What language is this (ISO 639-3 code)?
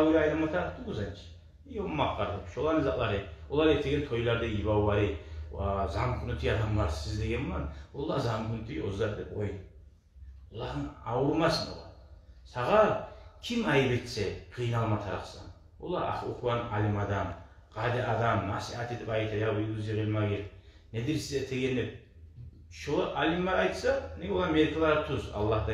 kum